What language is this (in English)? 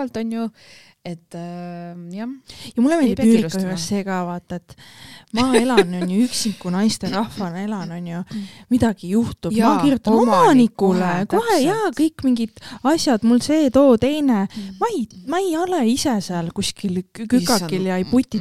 Estonian